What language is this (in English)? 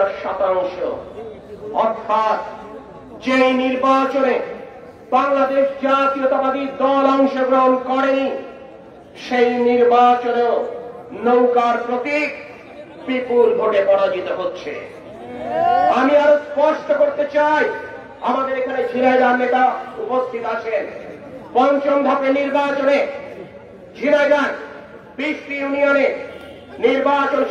Bangla